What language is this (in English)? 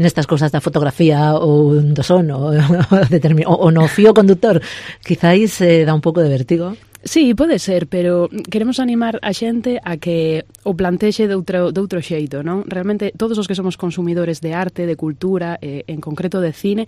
Galician